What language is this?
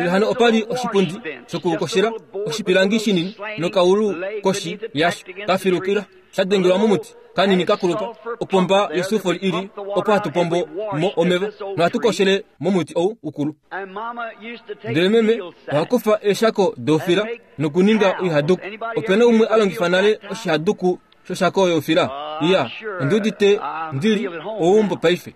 Kuanyama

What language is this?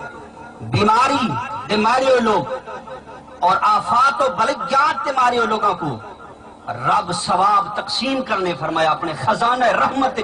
Saraiki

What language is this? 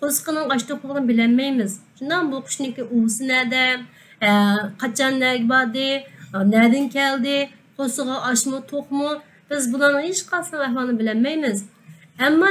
Uyghur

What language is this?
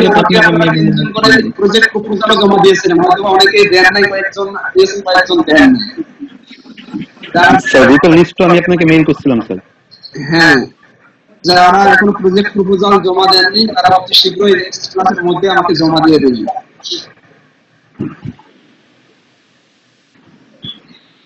Bangla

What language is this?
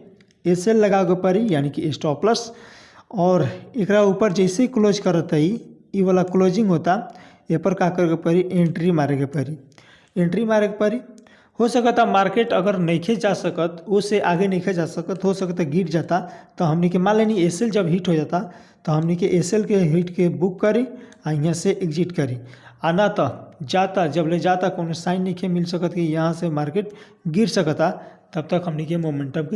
Bhojpuri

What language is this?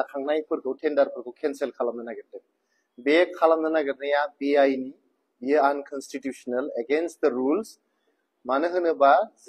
Bodo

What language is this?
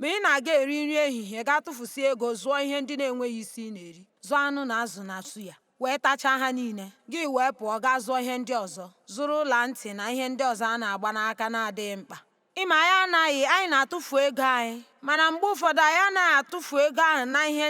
Igbo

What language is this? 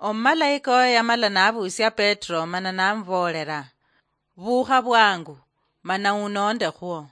Luyia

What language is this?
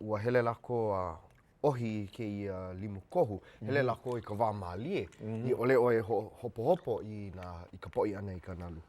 Hawaiian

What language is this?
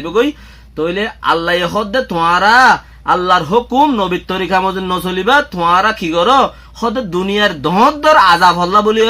Rohingya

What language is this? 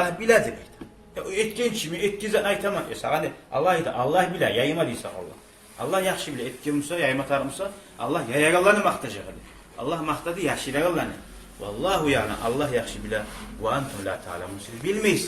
Kumyk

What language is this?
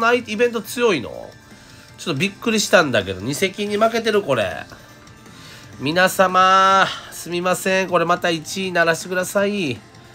Japanese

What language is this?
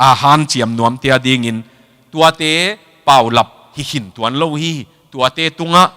Tedim Chin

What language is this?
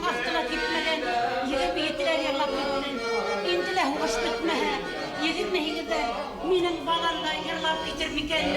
Bashkir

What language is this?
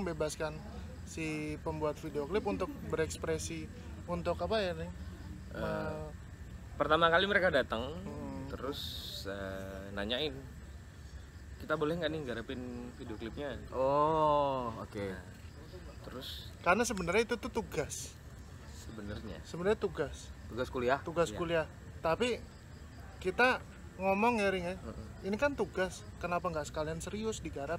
Indonesian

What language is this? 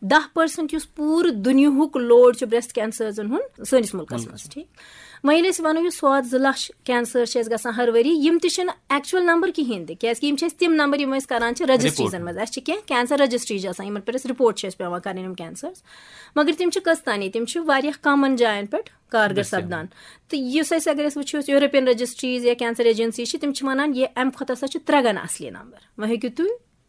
Kashmiri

